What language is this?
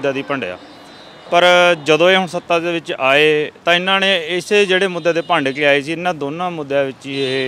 Punjabi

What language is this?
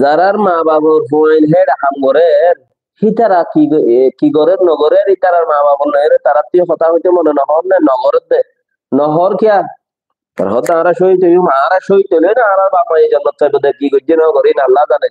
Rohingya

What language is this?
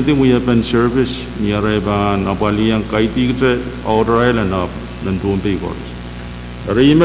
Pohnpeian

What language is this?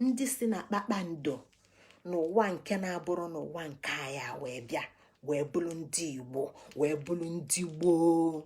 Igbo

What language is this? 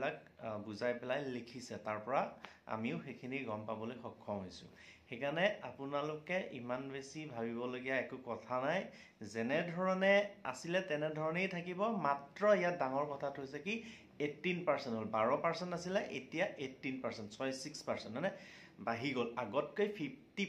Assamese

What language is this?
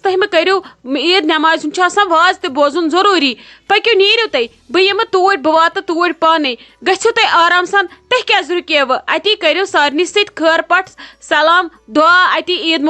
Kashmiri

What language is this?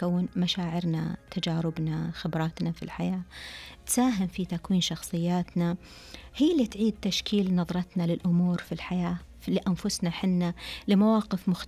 Najdi Arabic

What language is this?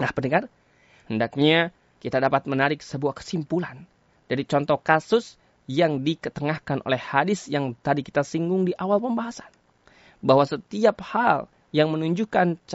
Indonesian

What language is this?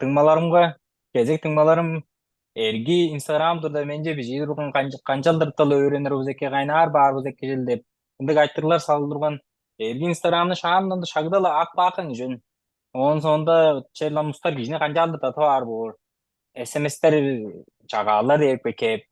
Tuvinian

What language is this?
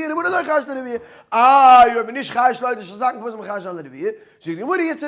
Yiddish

